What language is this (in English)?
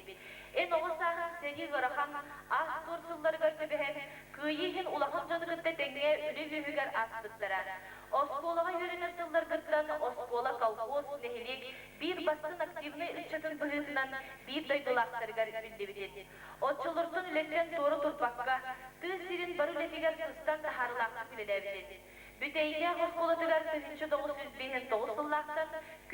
Yakut